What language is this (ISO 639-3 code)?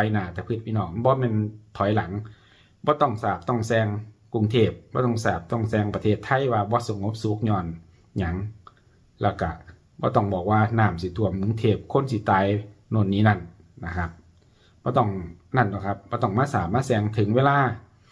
tts